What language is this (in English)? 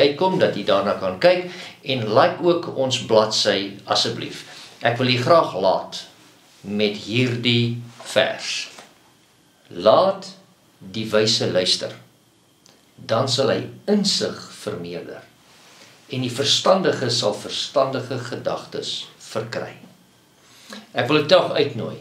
Afrikaans